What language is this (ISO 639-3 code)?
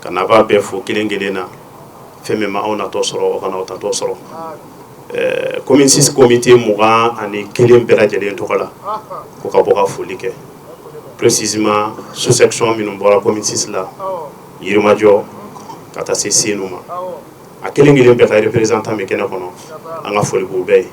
bam